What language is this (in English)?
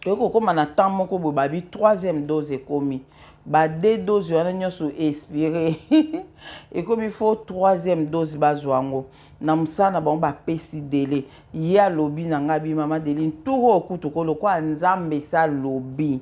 Lingala